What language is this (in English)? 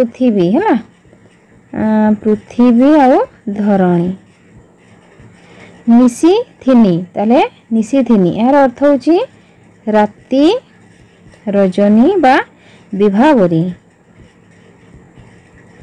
Odia